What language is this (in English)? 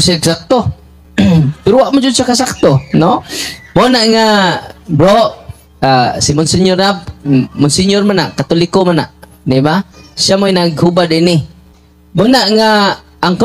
Cebuano